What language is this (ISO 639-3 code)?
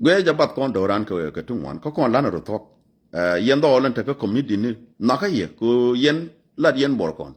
nus